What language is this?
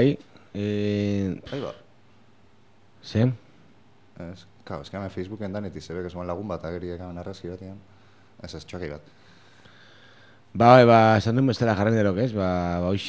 Basque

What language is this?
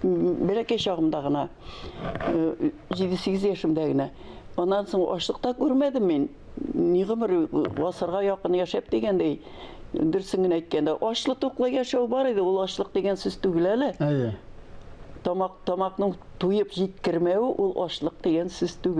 Tatar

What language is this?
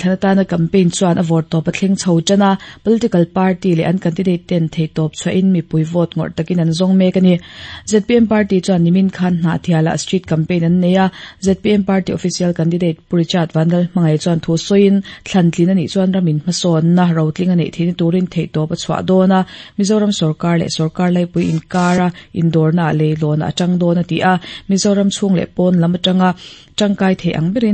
Mizo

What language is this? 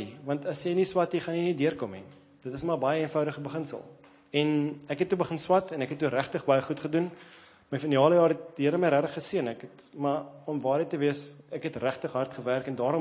Afrikaans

